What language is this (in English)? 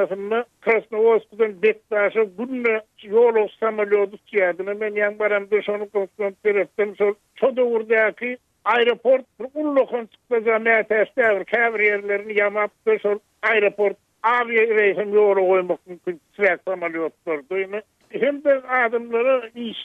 Turkmen